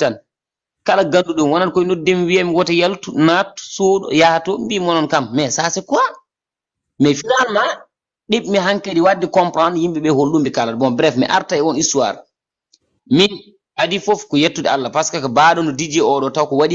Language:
Fula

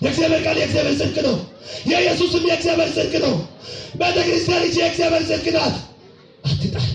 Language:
Amharic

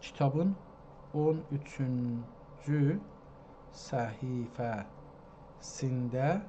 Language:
South Azerbaijani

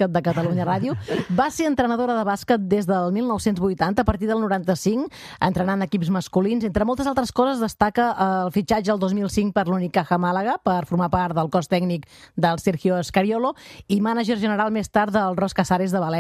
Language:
Catalan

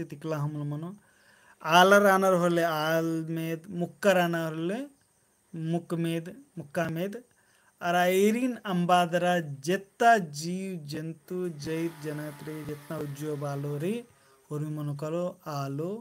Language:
Kurukh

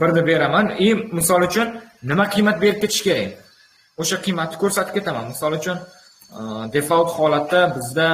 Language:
Uzbek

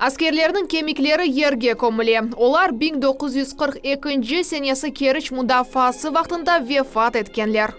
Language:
Crimean Tatar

